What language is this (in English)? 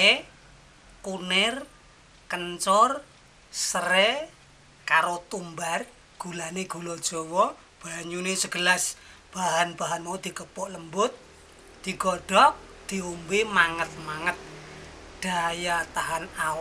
Javanese